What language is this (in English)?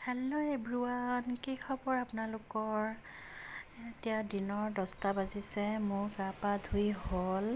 Assamese